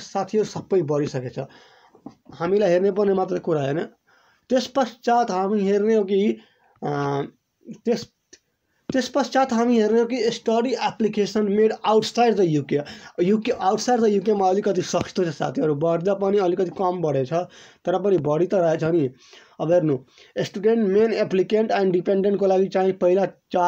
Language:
Nepali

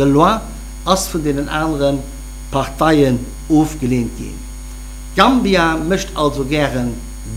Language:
Luxembourgish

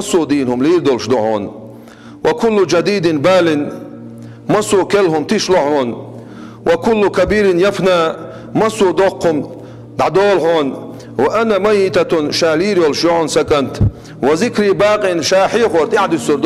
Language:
Chechen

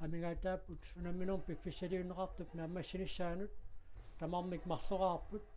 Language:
Kalaallisut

